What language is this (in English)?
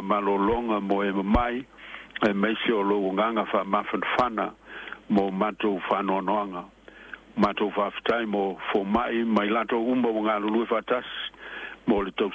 Samoan